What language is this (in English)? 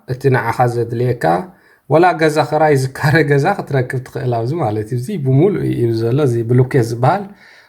Tigrinya